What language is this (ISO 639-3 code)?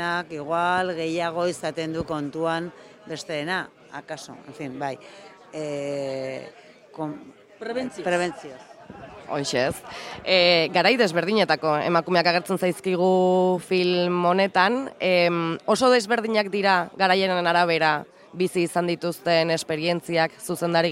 eus